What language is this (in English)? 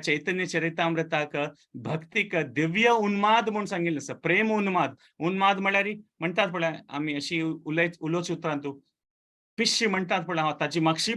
Konkani